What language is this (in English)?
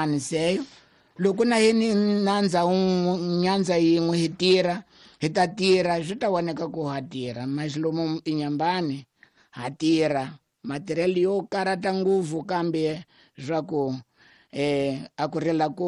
Tsonga